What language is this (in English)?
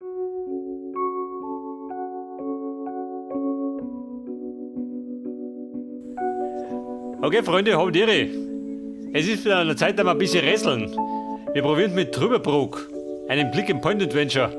Bavarian